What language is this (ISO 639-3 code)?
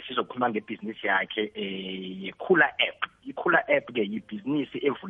nbl